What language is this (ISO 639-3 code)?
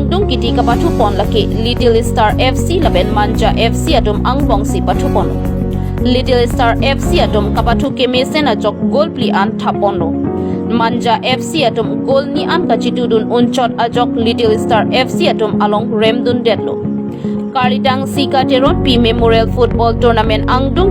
mjw